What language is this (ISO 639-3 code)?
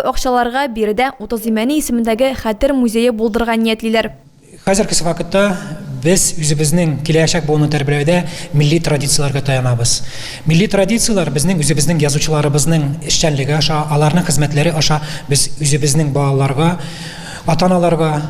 tat